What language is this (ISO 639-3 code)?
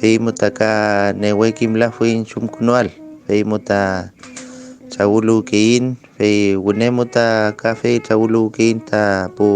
arn